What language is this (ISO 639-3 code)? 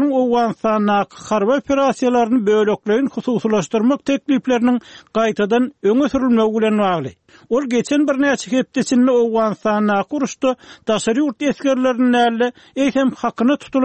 tuk